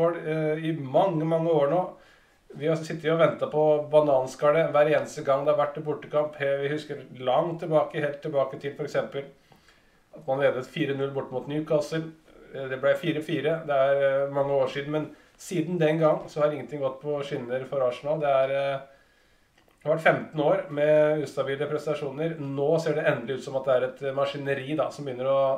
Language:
Norwegian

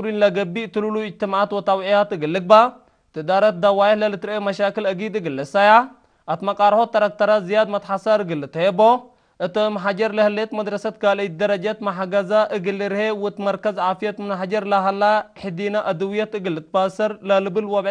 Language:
Tigre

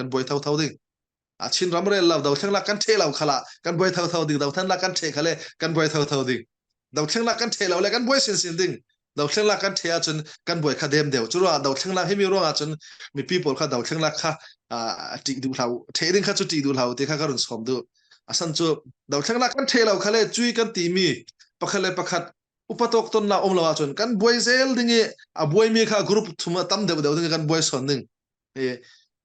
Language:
Falam Chin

